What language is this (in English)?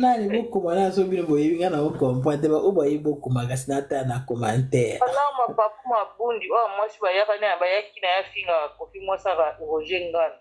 Lingala